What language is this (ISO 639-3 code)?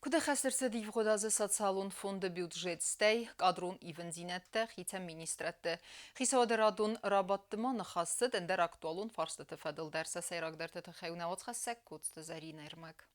oss